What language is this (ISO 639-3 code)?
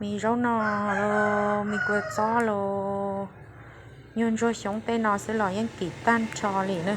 hmn